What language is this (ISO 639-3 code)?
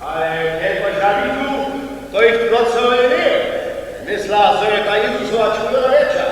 hsb